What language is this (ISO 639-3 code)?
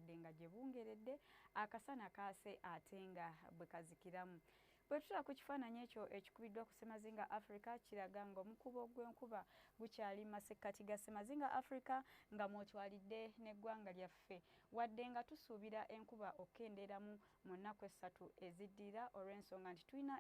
lug